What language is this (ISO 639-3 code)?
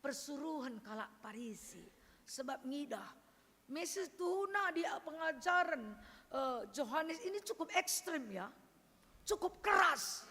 btx